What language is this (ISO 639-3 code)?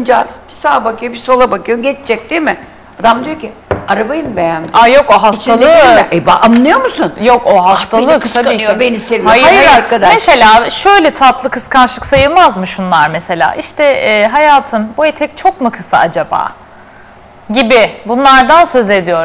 tur